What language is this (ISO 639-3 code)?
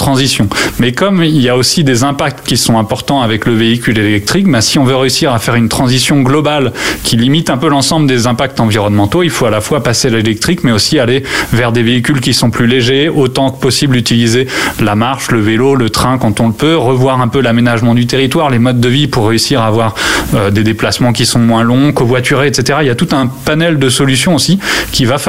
fra